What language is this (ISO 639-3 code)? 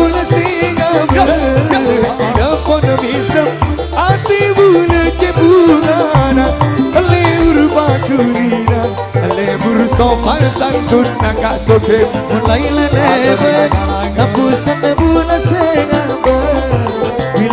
mad